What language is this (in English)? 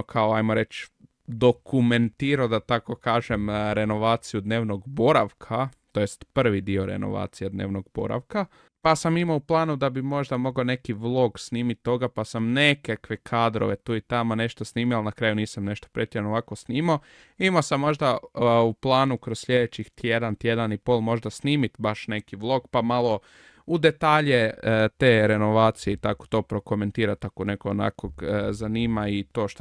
Croatian